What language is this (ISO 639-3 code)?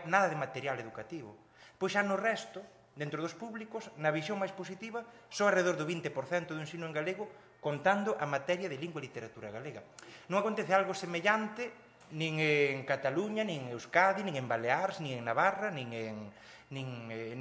glg